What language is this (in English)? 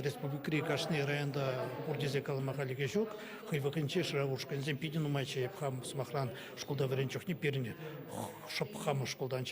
Chuvash